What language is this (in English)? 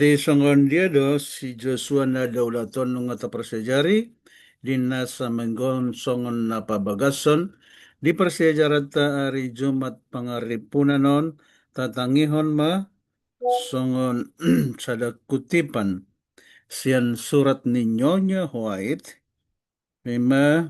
Batak Toba